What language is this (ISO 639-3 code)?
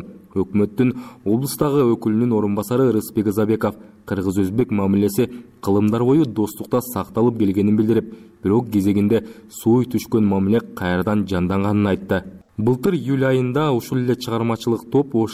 kir